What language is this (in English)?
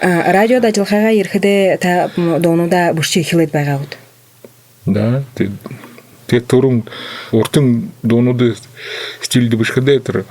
Buriat